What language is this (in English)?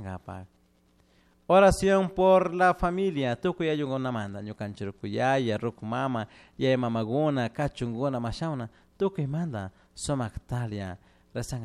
Chimborazo Highland Quichua